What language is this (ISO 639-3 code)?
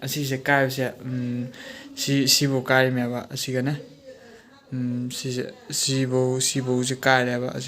mni